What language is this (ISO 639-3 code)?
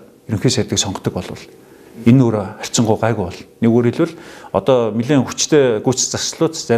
mon